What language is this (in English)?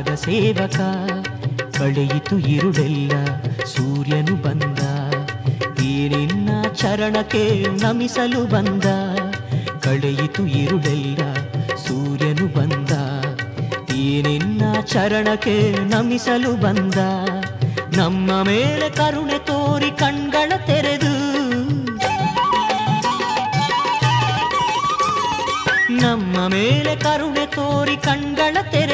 Kannada